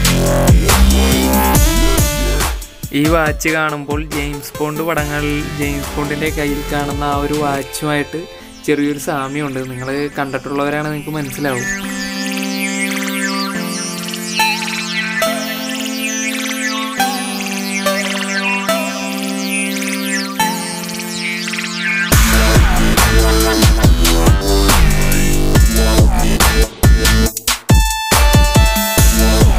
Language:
Malayalam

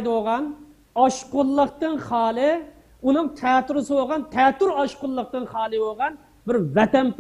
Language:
Uyghur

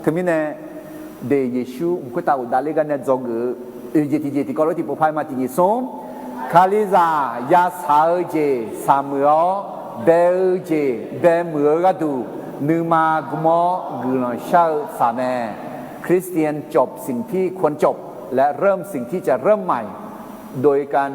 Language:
Akha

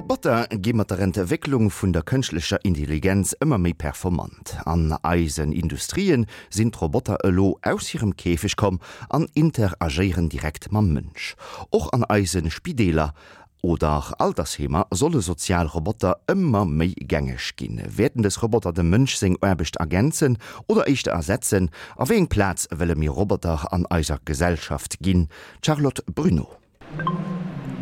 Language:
Luxembourgish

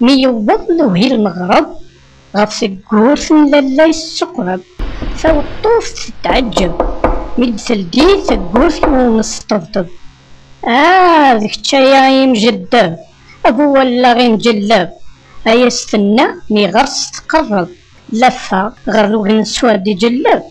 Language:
Kabyle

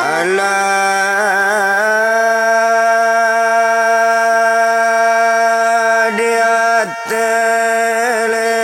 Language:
Minangkabau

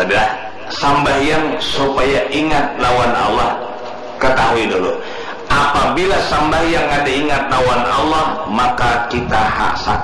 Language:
Banjar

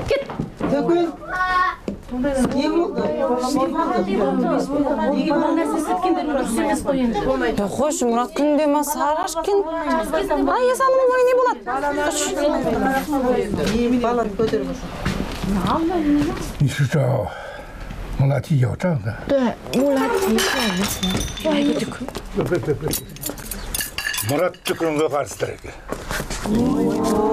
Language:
Kazakh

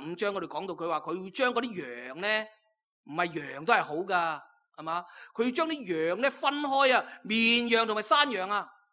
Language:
Cantonese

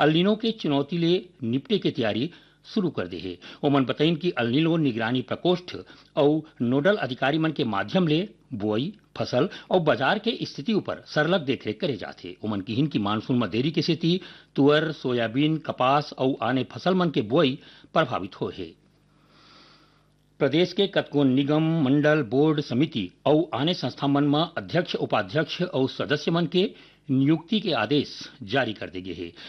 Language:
Chhattisgarhi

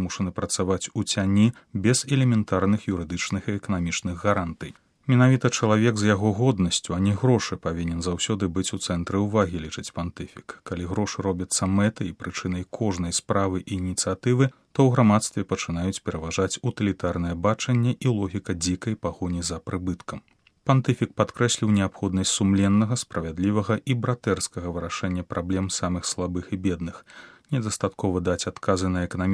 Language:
Belarusian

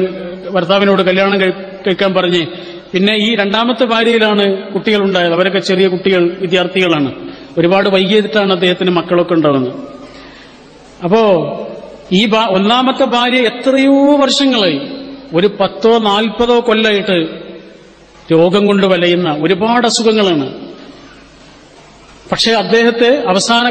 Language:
Malayalam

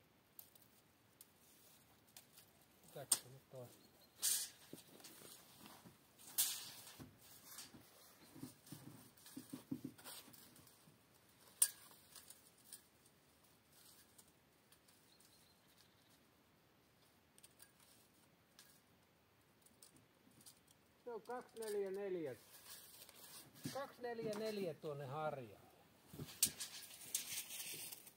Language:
Finnish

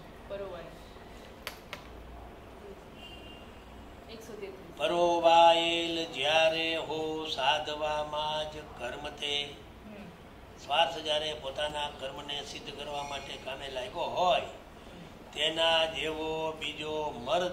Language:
Gujarati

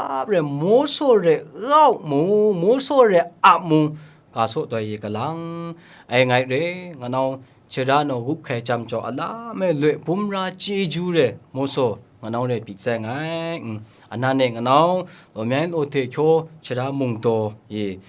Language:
Kachin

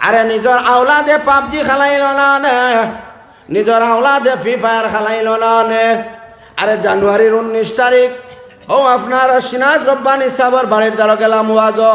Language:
Sylheti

